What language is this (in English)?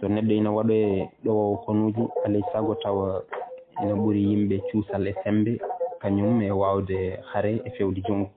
Fula